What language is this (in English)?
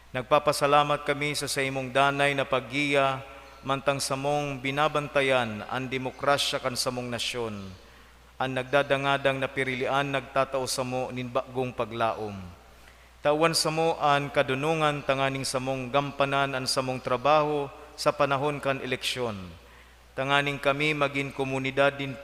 Bikol